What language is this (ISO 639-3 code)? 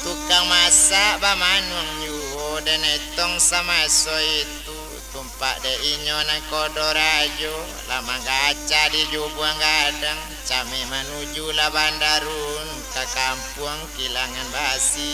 min